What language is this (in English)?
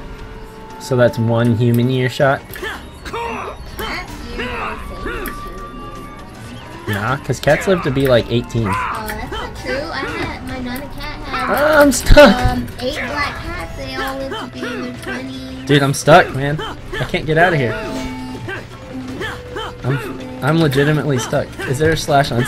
English